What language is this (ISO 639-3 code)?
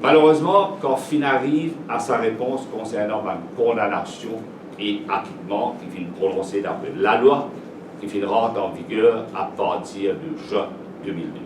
mfe